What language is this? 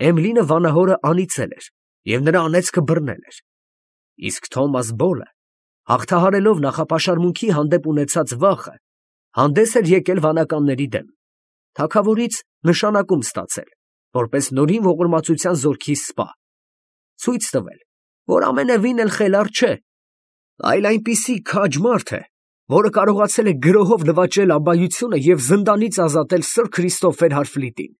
Armenian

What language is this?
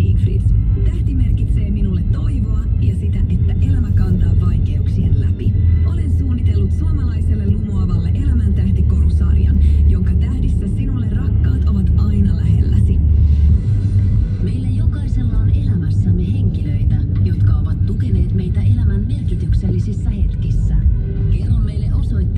Finnish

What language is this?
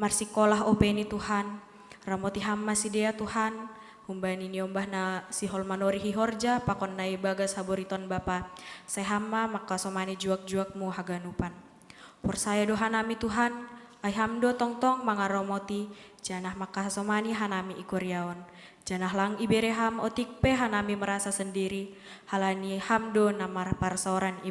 Batak Simalungun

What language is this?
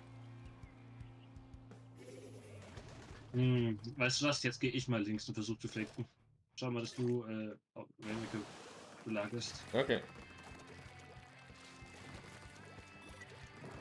German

